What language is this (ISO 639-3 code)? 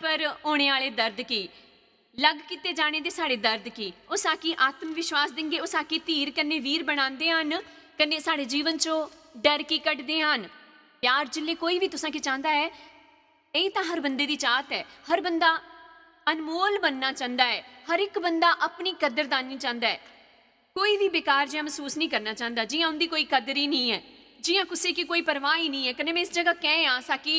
doi